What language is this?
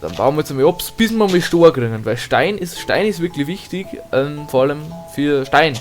Bavarian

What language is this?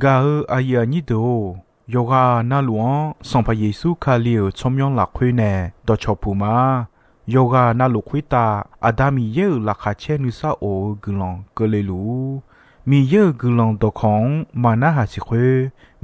Akha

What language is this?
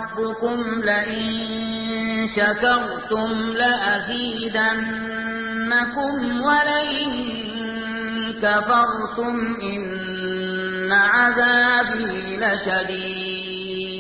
Arabic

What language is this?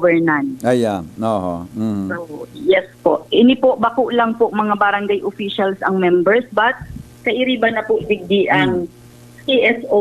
Bikol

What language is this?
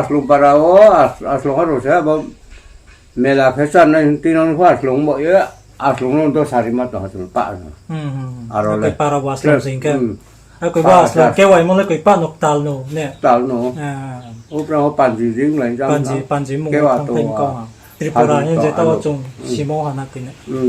Riang (India)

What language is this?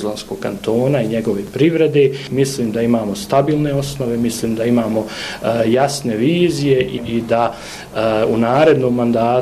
Bosnian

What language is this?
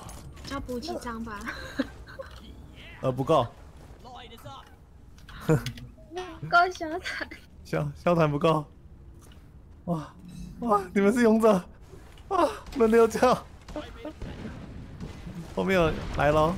Chinese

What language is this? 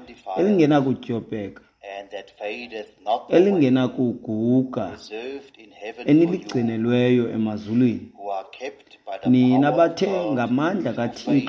Xhosa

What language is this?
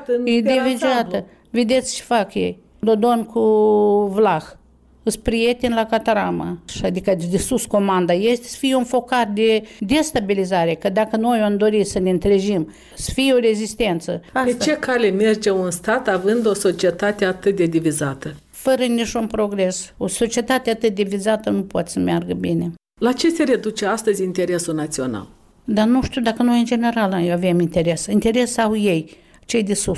Romanian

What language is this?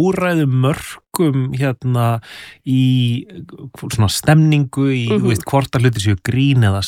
Icelandic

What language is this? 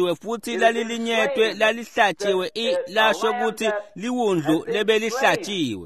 Swati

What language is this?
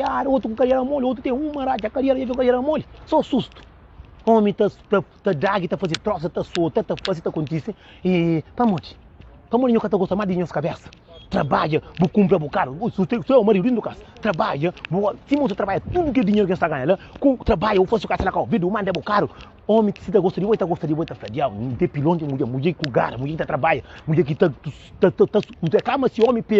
Kabuverdianu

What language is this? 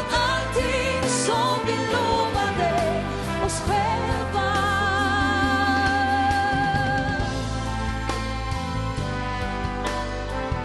Swedish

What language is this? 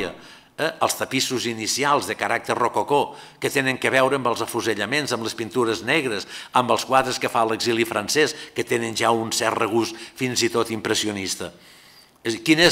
Catalan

